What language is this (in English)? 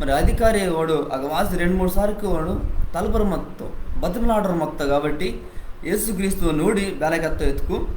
Koya